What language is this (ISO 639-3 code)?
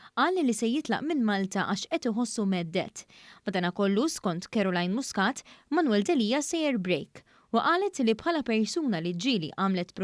mlt